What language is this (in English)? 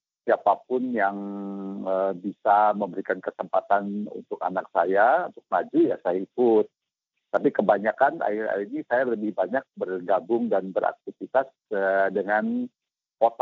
Indonesian